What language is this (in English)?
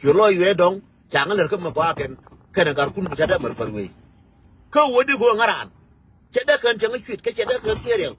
Nuer